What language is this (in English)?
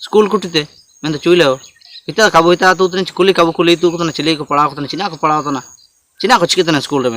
Ho